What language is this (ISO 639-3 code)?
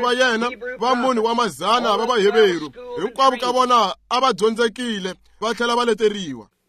tso